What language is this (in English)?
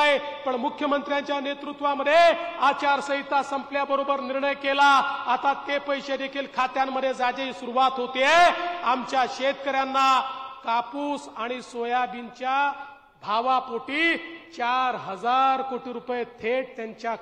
Marathi